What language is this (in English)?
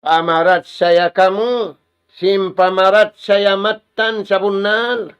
Tausug